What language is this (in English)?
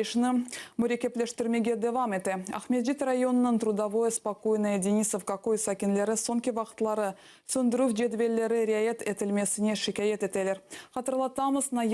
Crimean Tatar